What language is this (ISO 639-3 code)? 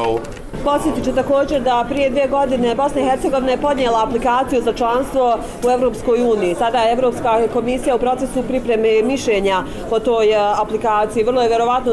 bos